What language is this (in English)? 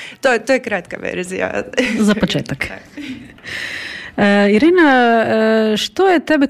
Croatian